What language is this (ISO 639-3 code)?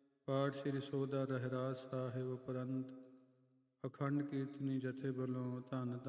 pan